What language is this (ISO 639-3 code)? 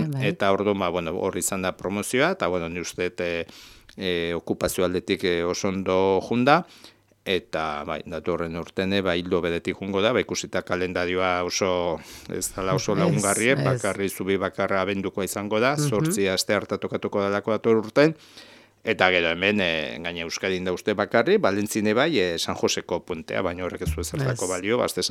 eus